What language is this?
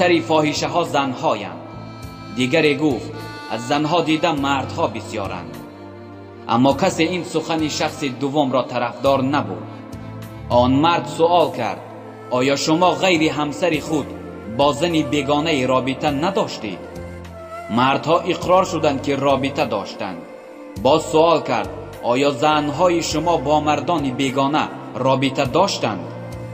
Tajik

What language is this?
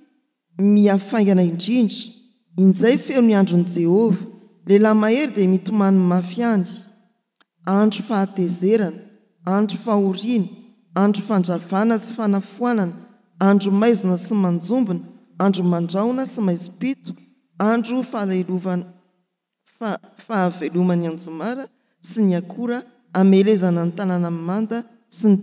Malagasy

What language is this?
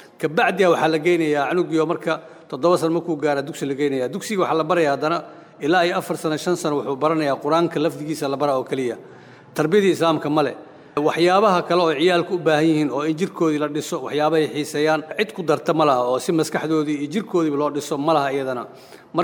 Somali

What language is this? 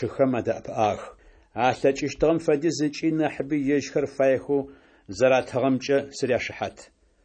Adyghe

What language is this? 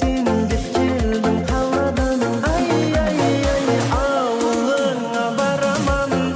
Kara-Kalpak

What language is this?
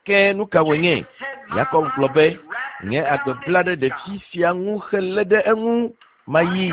Ewe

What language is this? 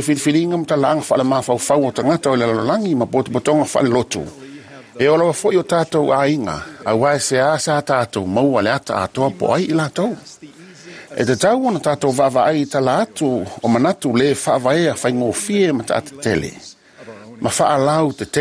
Samoan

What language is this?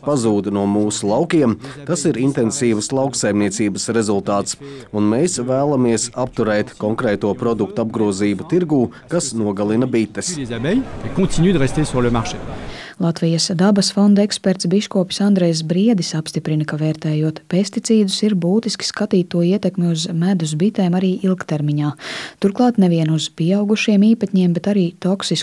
Latvian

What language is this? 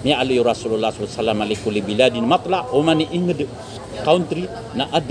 Maranao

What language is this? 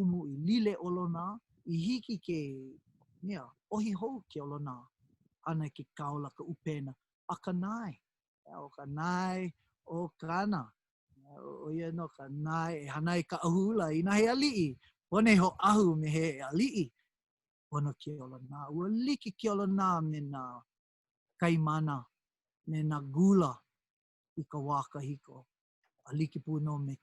Hawaiian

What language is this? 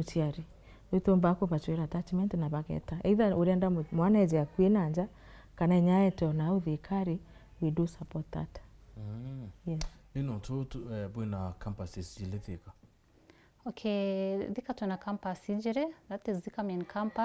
Meru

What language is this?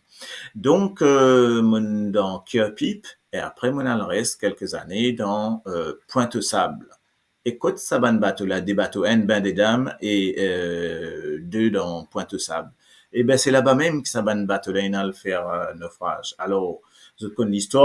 Morisyen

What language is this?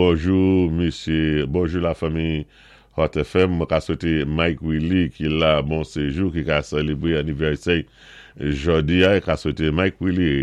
Saint Lucian Creole French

